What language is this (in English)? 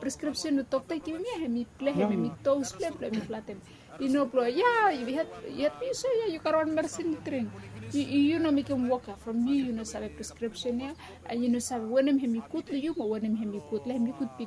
Bislama